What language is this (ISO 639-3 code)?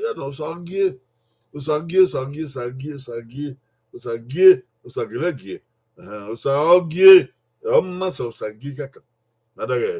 bin